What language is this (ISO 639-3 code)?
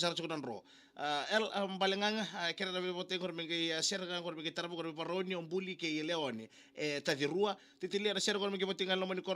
fij